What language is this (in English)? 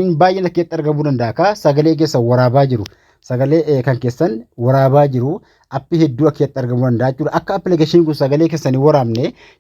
Oromo